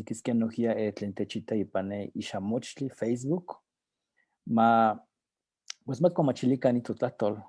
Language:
Eastern Huasteca Nahuatl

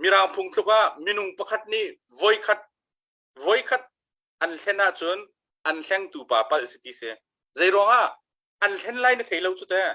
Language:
Hakha Chin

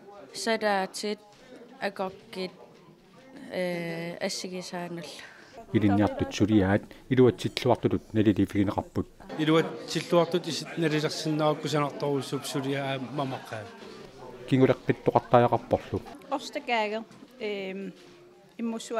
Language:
Kalaallisut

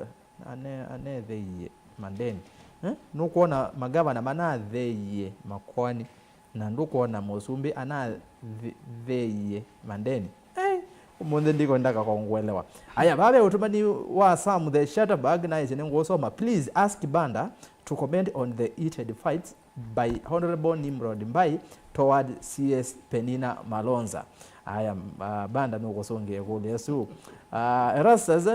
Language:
Kamba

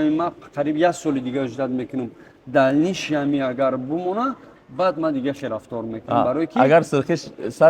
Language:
Tajik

